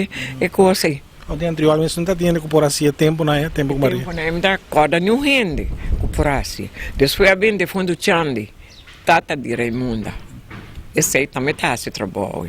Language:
Papiamento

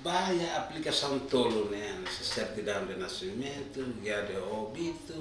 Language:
Tetum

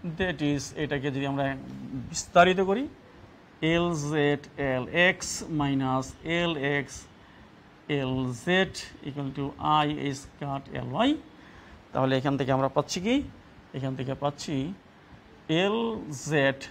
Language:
Bangla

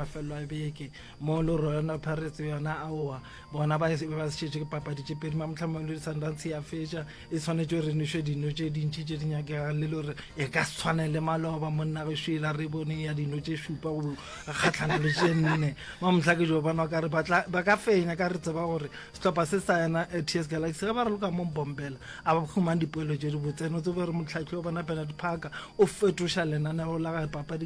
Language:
Northern Sotho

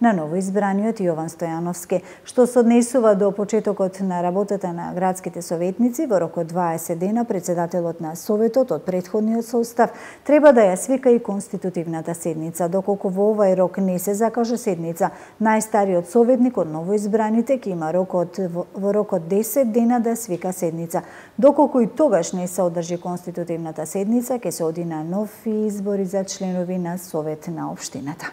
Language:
Macedonian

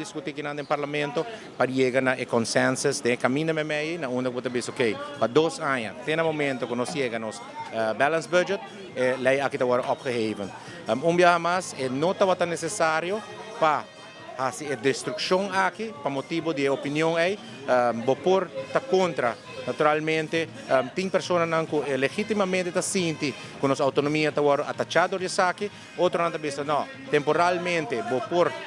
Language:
Papiamento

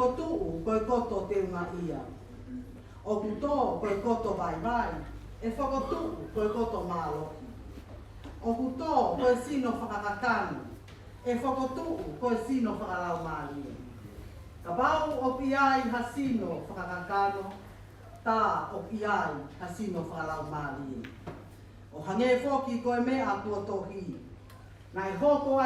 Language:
Tongan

